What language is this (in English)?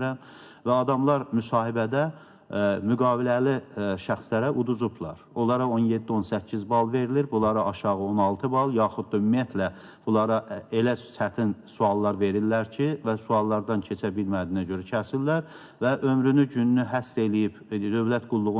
Azerbaijani